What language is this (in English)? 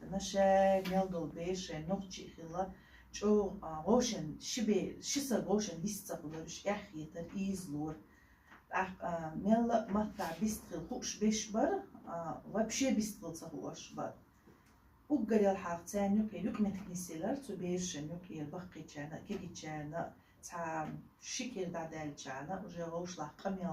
Chechen